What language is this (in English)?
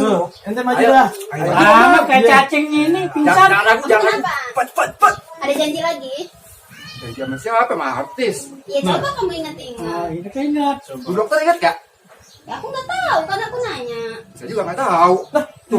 Betawi